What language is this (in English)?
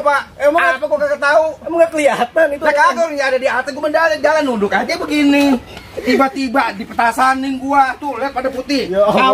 Betawi